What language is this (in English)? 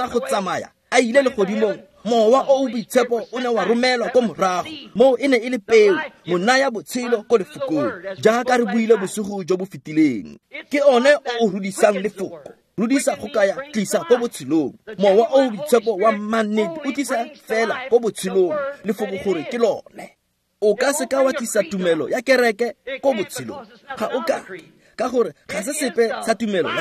Tswana